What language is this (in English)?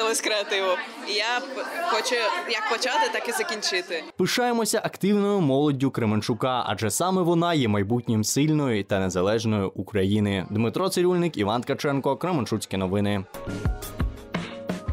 Ukrainian